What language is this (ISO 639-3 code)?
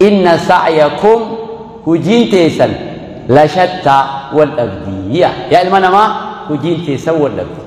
orm